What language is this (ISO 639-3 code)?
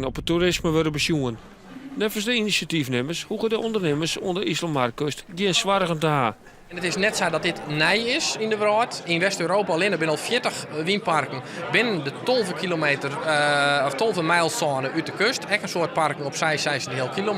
fry